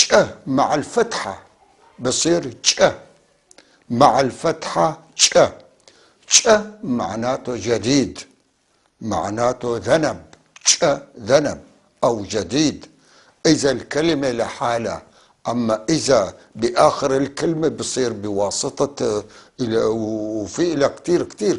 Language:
North Levantine Arabic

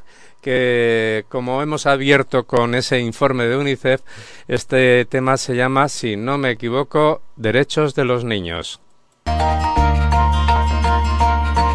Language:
Spanish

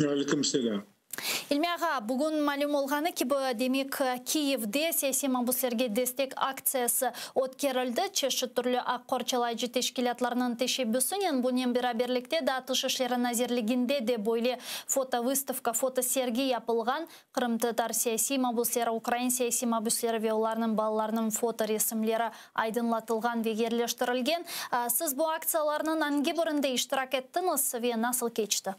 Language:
Crimean Tatar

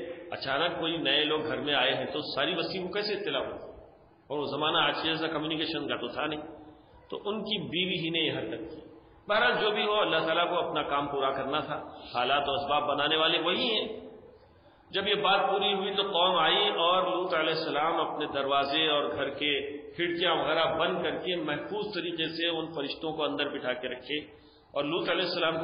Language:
Urdu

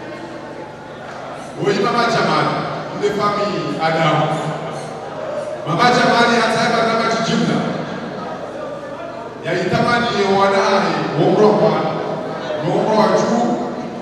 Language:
Swahili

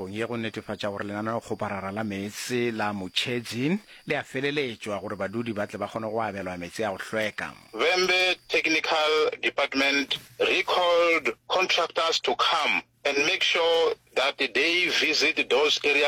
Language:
Northern Sotho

